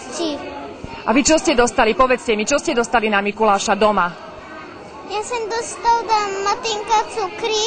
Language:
Slovak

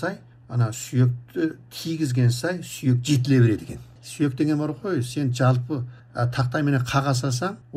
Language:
Kazakh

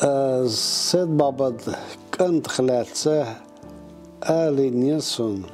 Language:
Chechen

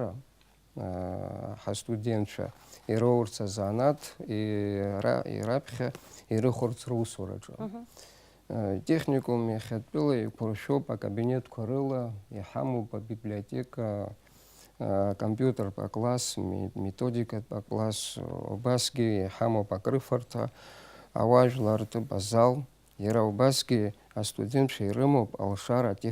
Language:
Abkhazian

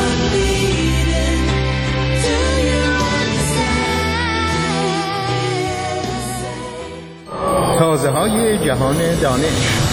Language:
Persian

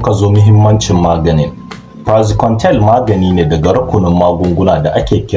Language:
Hausa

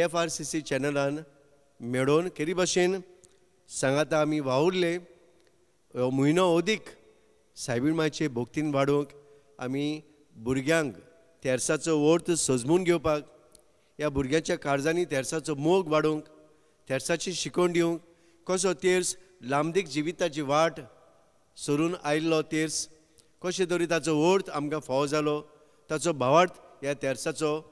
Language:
Konkani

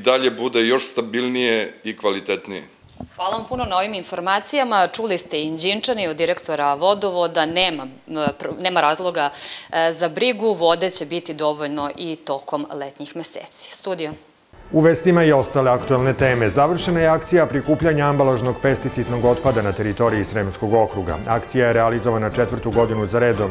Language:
Serbian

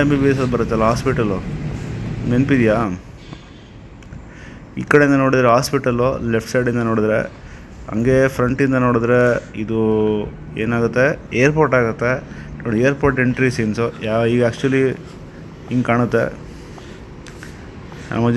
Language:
Kannada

